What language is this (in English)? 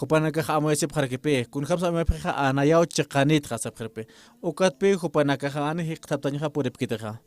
Aymara